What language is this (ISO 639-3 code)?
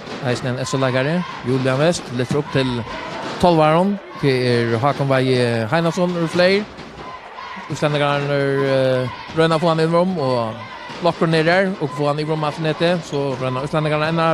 fao